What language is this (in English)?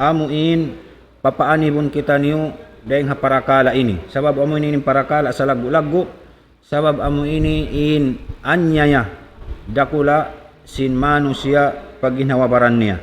Tausug